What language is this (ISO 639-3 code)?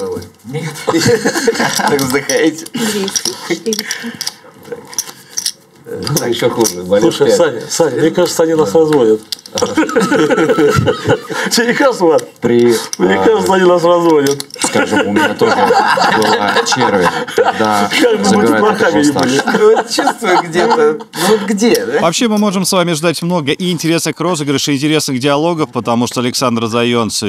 rus